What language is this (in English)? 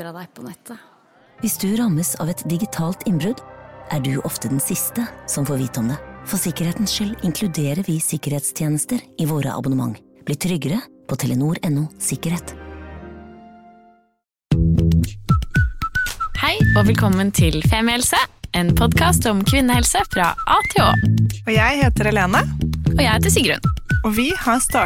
Norwegian